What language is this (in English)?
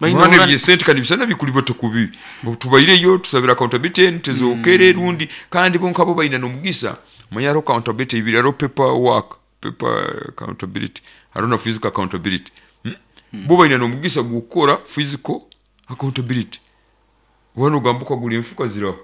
Nyoro